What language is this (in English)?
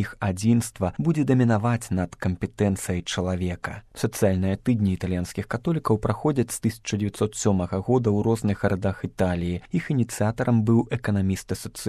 Belarusian